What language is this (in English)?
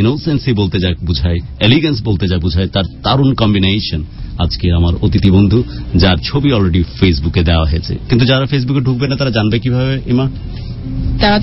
Bangla